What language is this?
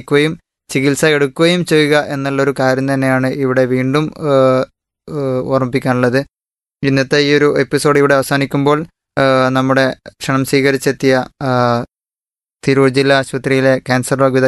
Malayalam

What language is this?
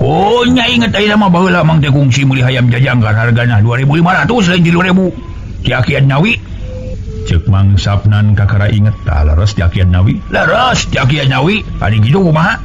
Sundanese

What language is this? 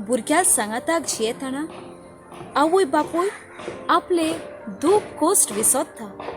Konkani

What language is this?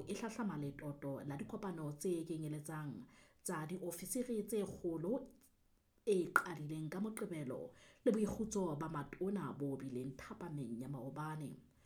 Southern Sotho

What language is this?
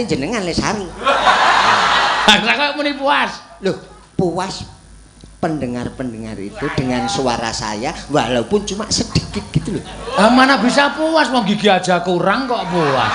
Javanese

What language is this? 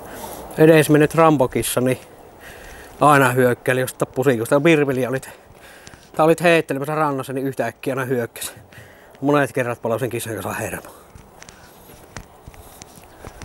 Finnish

